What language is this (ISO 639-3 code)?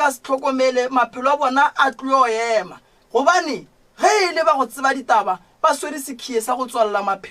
nso